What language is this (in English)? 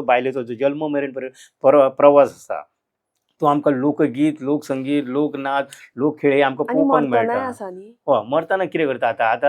Konkani